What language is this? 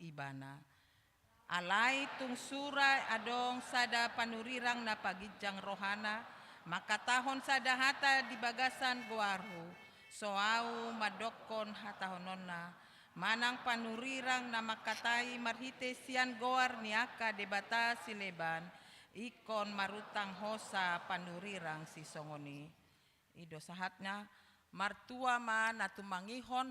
Batak Toba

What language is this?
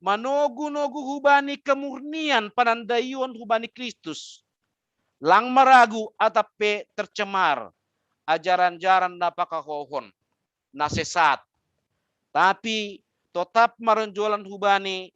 Batak Simalungun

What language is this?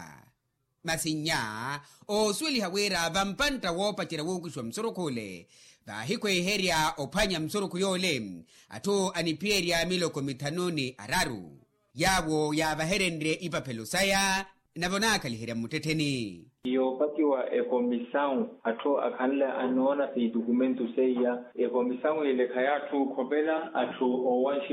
Makhuwa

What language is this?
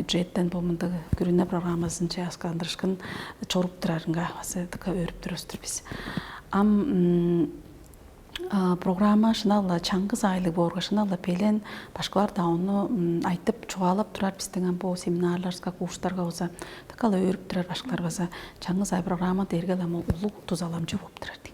Tuvinian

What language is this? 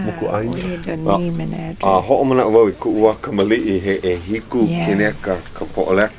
Hawaiian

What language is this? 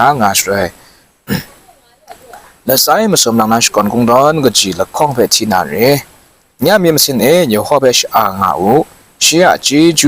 Kachin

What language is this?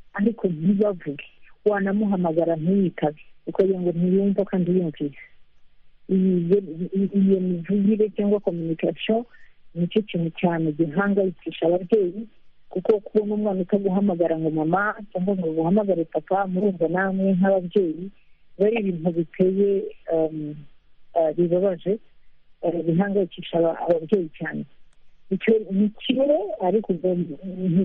Kinyarwanda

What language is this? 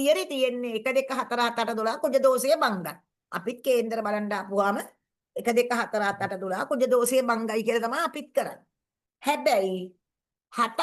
Sinhala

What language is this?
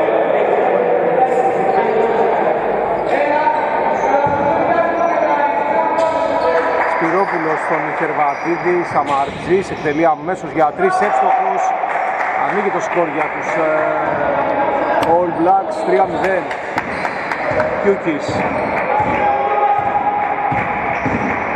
Greek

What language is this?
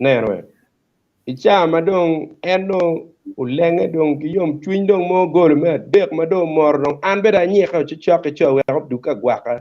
Acoli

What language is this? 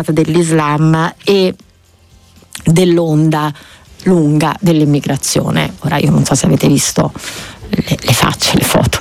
Italian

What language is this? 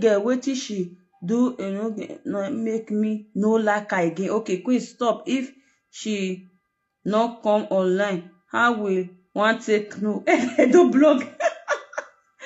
Nigerian Pidgin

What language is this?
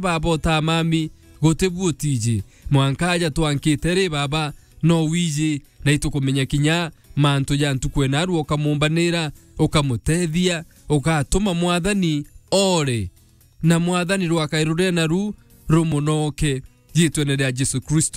Meru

